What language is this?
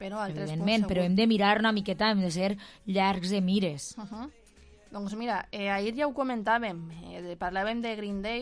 Catalan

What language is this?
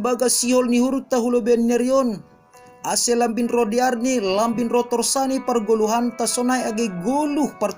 Batak Simalungun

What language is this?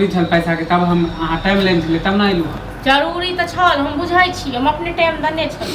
Maithili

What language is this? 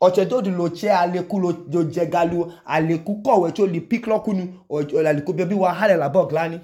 Idoma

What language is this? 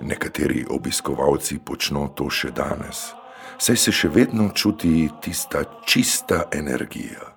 Slovenian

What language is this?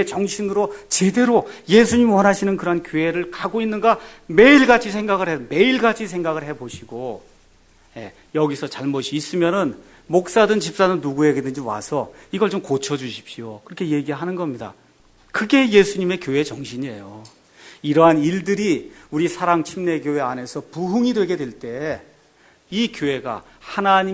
Korean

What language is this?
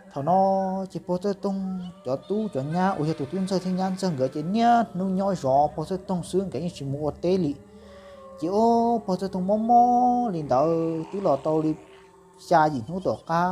Hmong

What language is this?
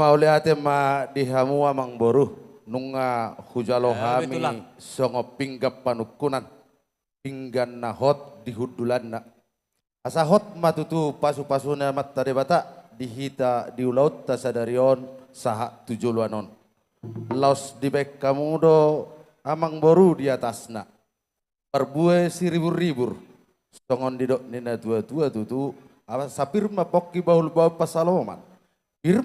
Batak Toba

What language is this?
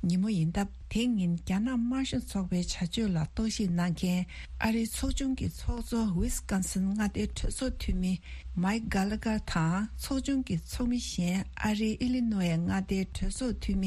Tibetan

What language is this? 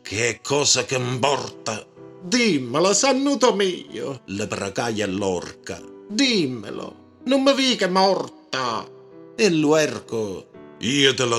Neapolitan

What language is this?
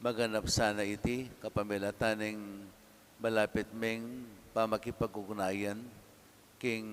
Pampanga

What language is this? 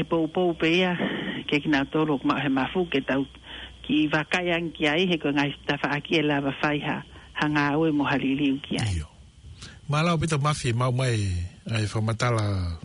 Tongan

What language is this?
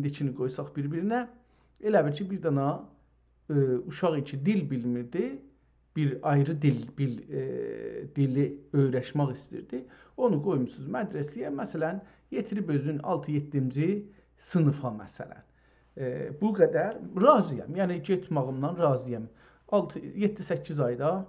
South Azerbaijani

